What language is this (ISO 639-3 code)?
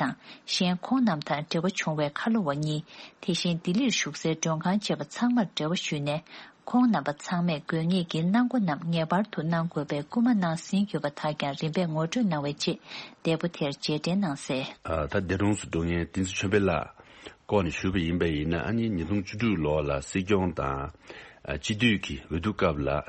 bod